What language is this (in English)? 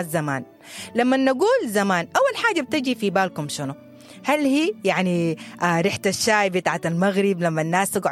Sudanese Arabic